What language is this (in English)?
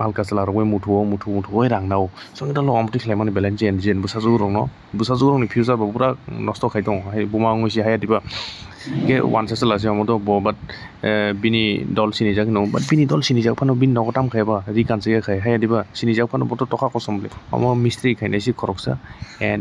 Kok Borok